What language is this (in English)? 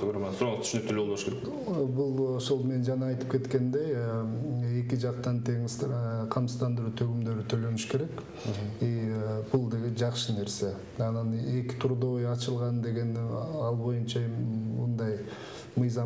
Kyrgyz